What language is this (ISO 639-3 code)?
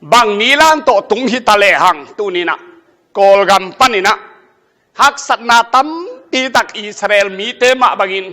ctd